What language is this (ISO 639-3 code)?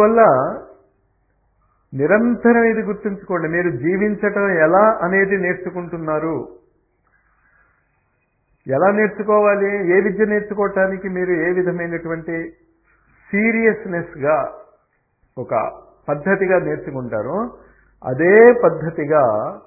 tel